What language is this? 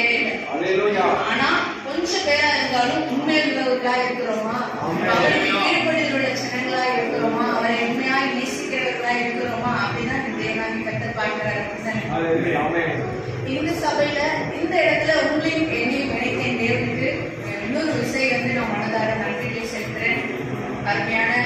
Tamil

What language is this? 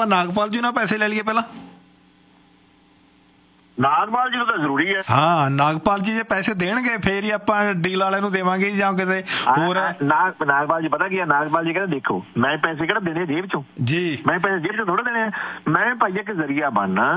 Punjabi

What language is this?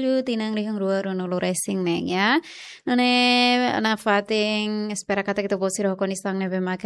Tetum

